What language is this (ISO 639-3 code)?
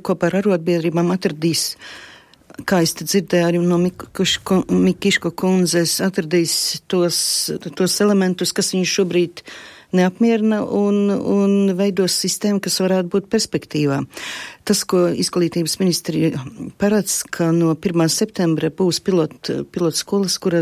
lav